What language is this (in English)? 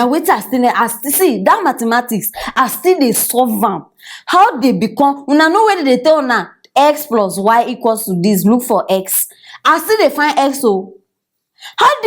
Nigerian Pidgin